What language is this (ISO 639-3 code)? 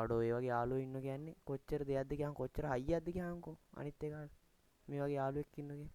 sin